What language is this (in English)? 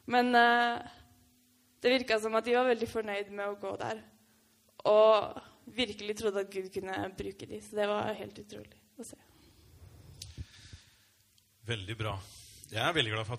Norwegian